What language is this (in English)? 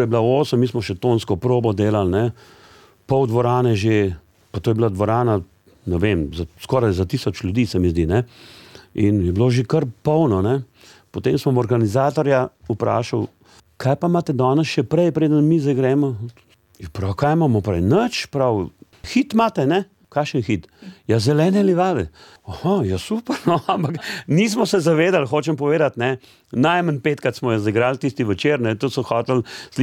Slovenian